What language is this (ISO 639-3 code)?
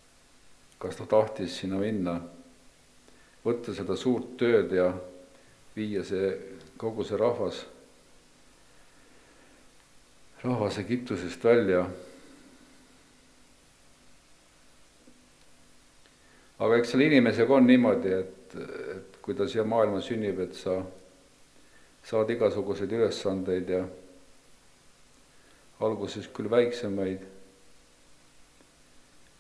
est